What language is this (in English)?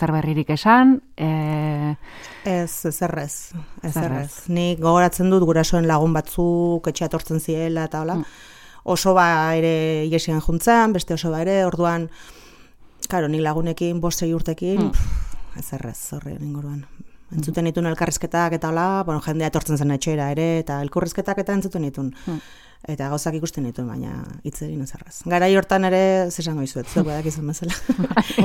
Basque